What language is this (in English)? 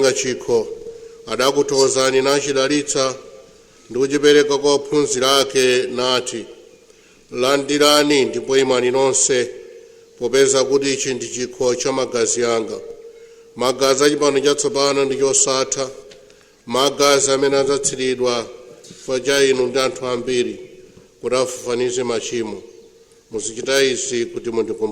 Nyanja